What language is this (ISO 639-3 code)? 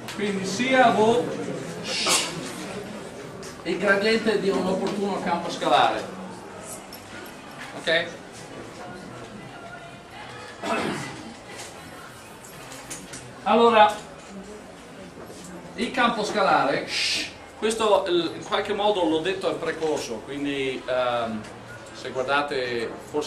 ita